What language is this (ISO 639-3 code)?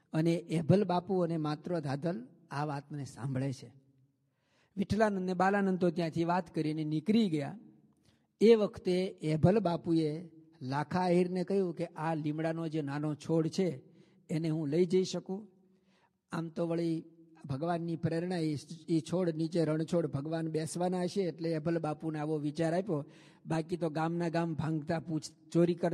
guj